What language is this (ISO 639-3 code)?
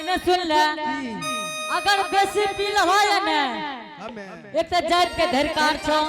anp